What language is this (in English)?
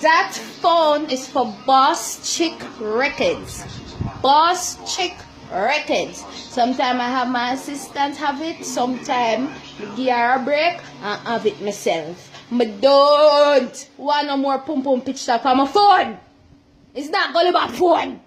Jamaican Creole English